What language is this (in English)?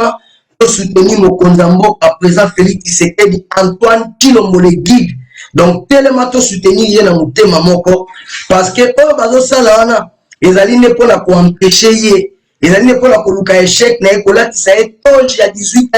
Lingala